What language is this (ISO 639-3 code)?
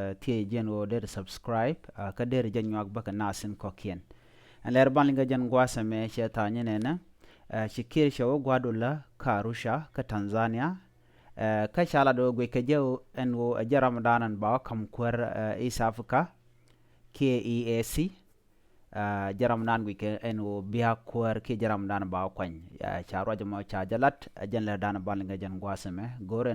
nus